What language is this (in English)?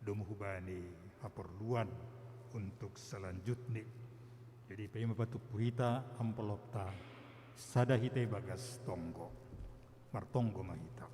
Batak Simalungun